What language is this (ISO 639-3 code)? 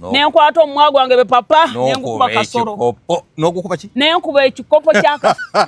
lug